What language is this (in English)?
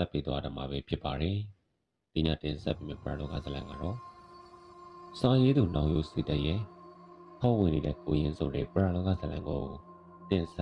Burmese